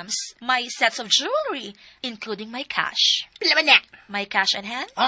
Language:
Cebuano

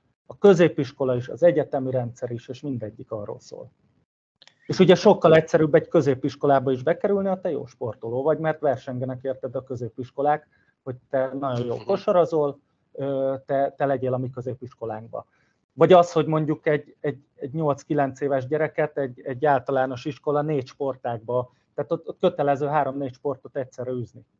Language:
Hungarian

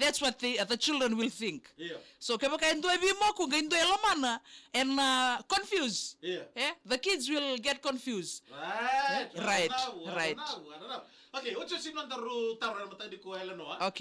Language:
Fijian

